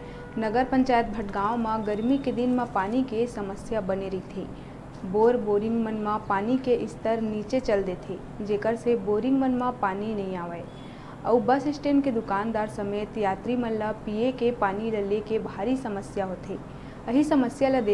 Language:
Chhattisgarhi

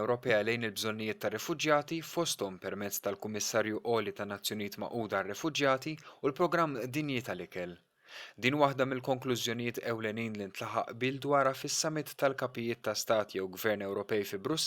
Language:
Maltese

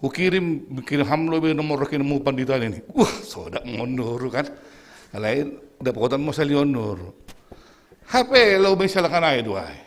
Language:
Batak Simalungun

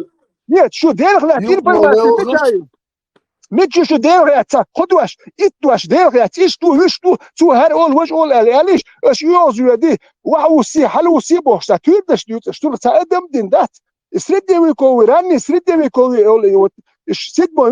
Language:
Chechen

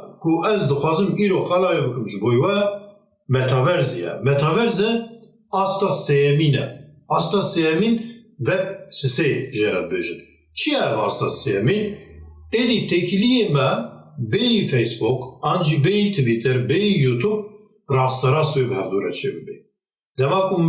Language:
Kurdish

